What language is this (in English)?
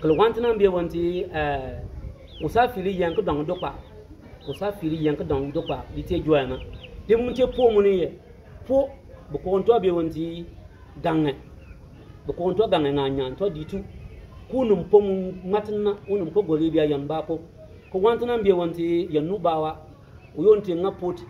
Bimoba